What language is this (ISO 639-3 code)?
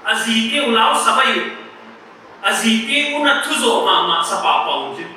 pck